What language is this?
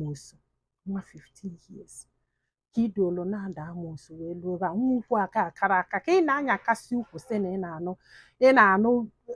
Igbo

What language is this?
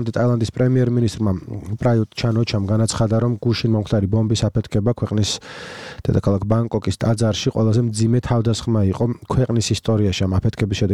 Georgian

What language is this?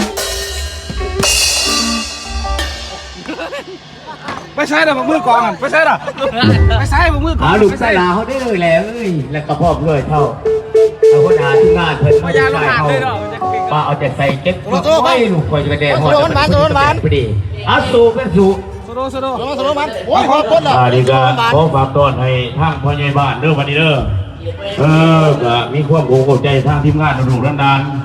Lao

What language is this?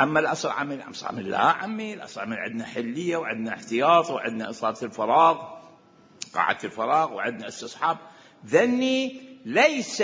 Mesopotamian Arabic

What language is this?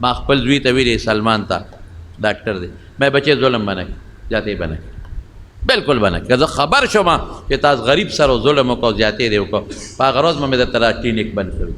Pashto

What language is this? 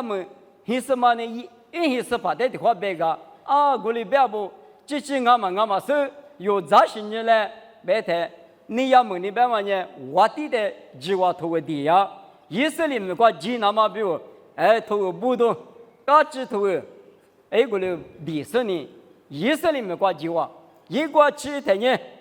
Lisu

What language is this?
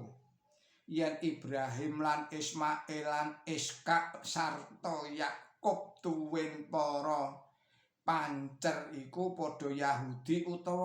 Javanese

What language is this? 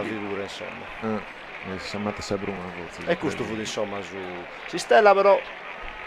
Sardinian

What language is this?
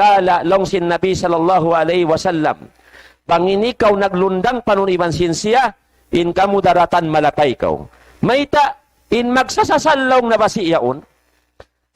Tausug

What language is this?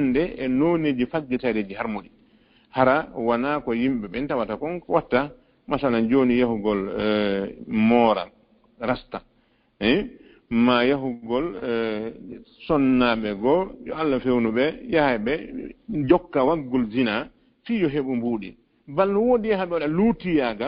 Fula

